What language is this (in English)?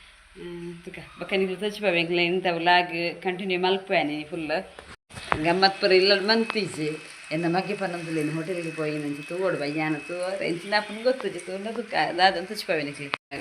Tulu